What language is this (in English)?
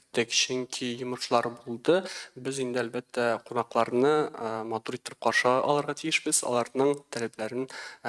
Tatar